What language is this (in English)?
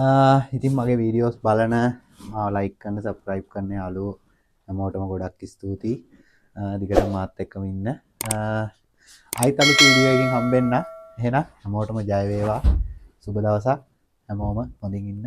Sinhala